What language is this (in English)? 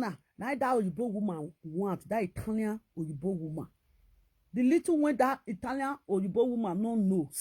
Nigerian Pidgin